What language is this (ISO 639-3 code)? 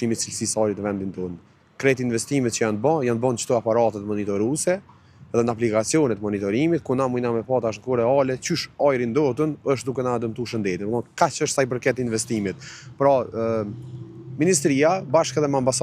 sqi